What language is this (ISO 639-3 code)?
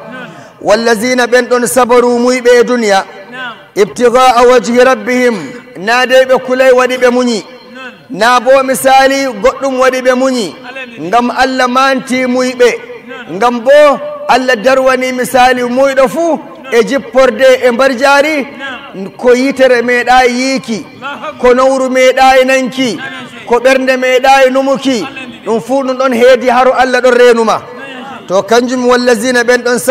fuv